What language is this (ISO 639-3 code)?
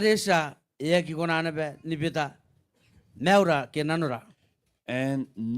gil